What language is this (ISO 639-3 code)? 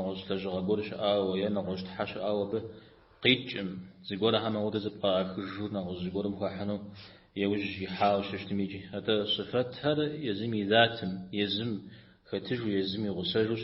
kbd